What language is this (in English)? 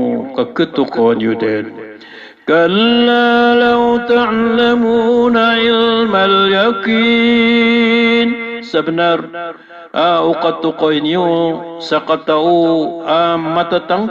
Maranao